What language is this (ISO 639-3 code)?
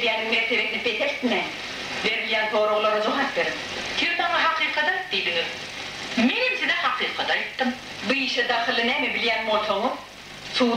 tuk